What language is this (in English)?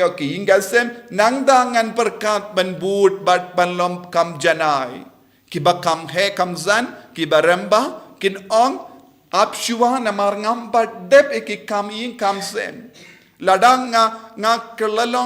Khasi